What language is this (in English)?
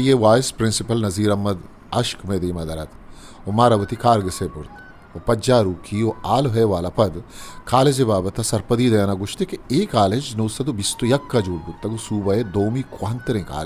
Eastern Balochi